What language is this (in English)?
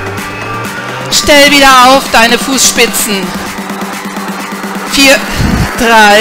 German